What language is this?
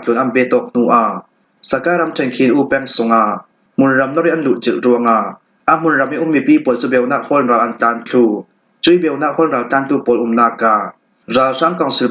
Falam Chin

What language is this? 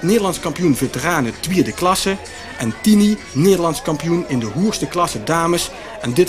Limburgish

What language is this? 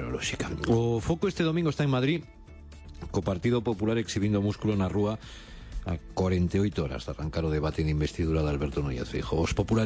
Galician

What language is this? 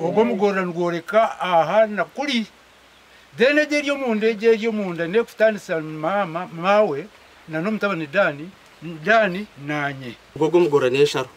Nyankole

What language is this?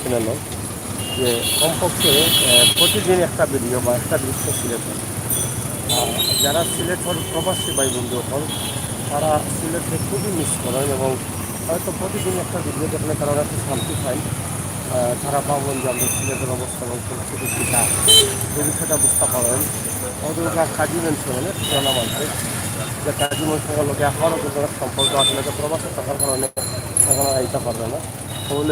Sylheti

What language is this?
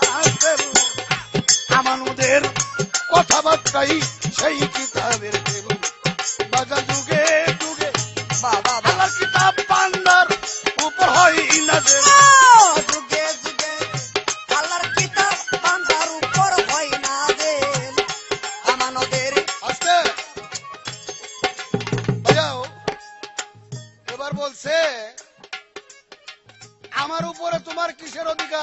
Bangla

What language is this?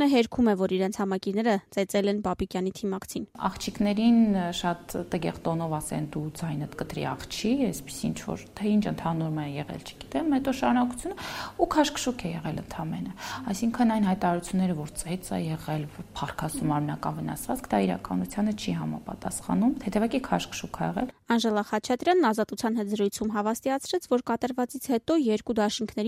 Armenian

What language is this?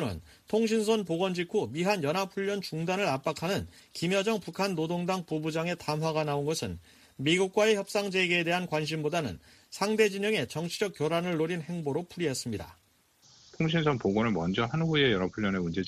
Korean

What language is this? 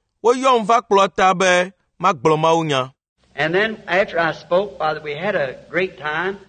Ewe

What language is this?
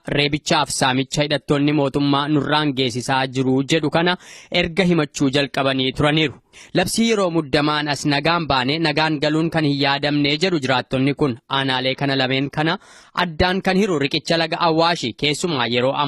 Oromo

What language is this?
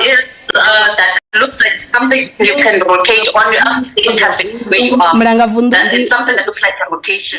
Venda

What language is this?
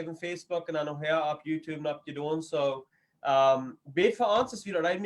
Plautdietsch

